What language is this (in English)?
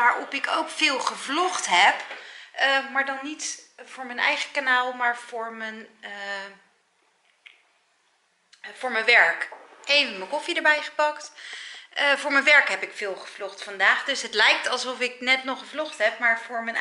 Dutch